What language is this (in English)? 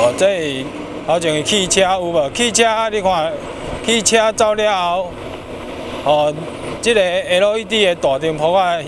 Min Nan Chinese